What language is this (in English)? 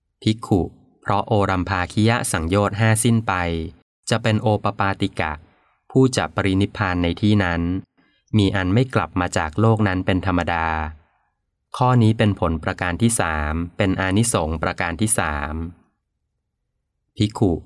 Thai